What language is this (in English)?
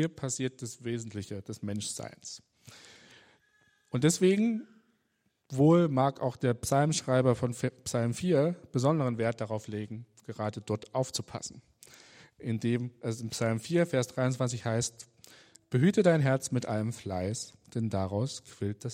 German